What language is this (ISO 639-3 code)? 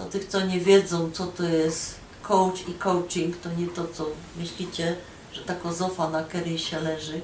szl